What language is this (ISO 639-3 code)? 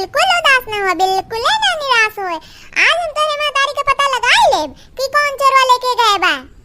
awa